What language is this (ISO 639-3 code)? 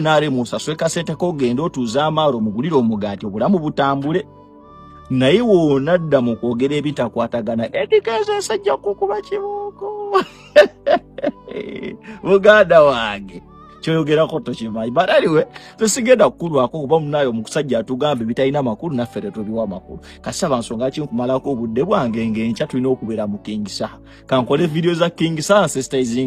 lug